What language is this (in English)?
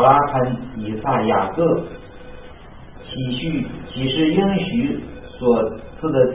Chinese